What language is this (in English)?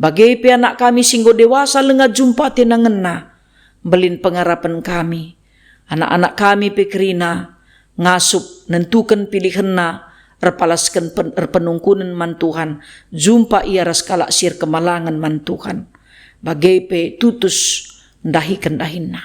Batak Karo